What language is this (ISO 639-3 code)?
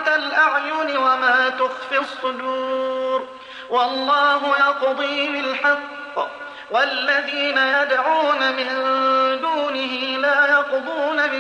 ara